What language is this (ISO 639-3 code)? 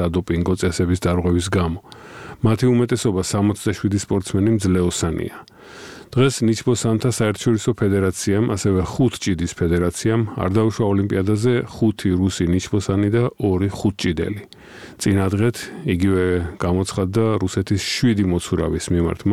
kat